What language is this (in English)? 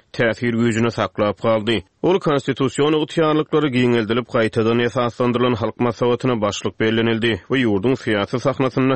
Turkmen